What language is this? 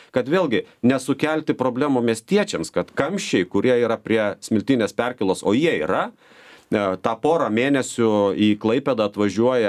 Lithuanian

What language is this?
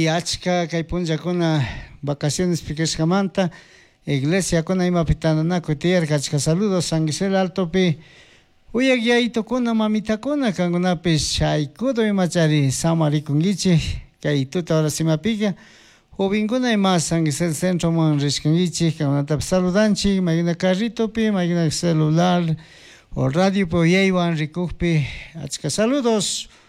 Chimborazo Highland Quichua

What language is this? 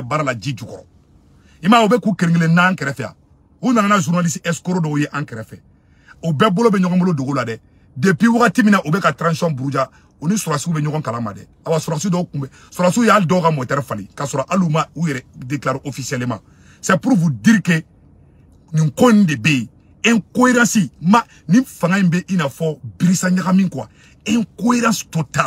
Bambara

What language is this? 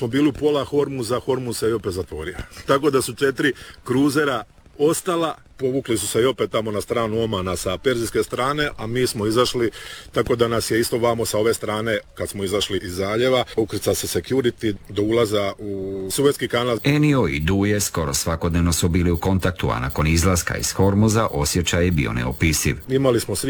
Croatian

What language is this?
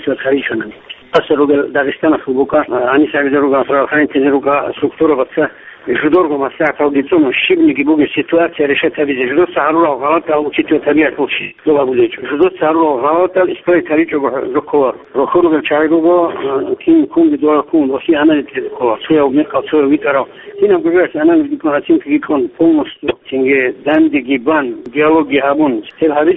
Avaric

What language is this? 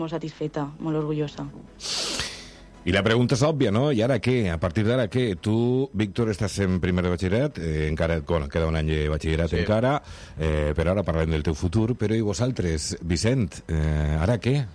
Catalan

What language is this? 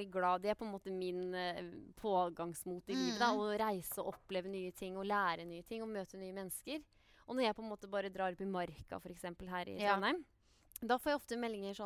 Norwegian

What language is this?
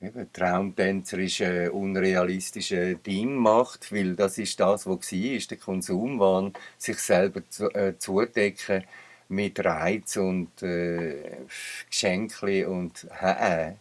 Swiss German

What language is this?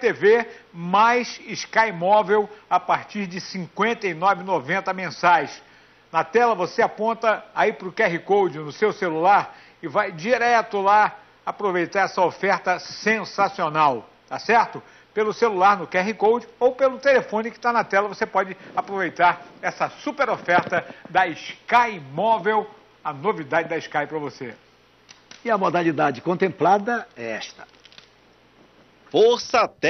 Portuguese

